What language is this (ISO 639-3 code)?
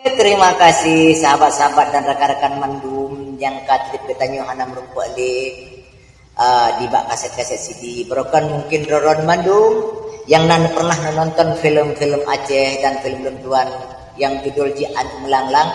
ace